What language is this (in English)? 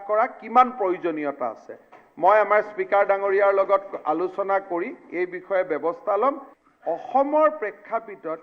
Assamese